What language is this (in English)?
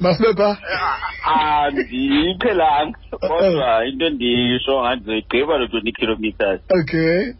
Xhosa